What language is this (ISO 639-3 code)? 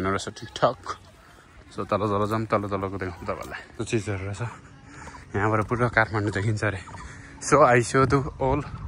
nep